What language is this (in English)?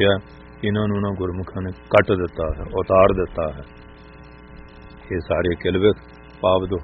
Punjabi